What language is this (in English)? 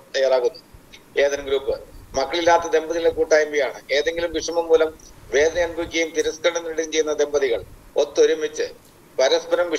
Malayalam